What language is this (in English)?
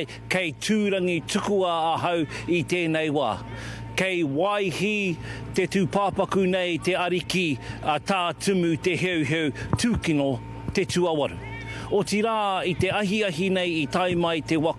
Māori